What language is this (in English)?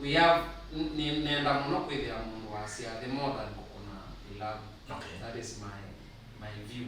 Kamba